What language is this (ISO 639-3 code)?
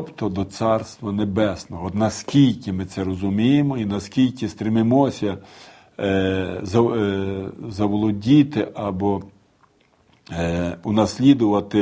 ukr